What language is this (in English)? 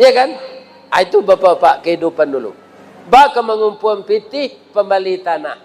Minangkabau